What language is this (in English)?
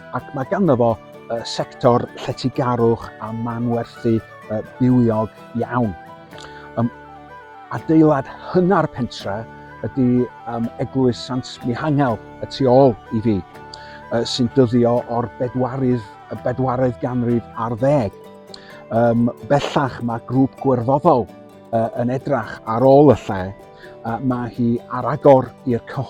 Welsh